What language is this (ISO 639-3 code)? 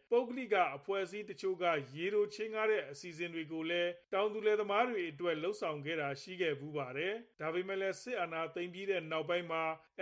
mya